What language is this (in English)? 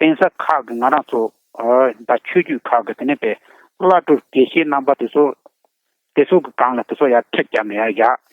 Tibetan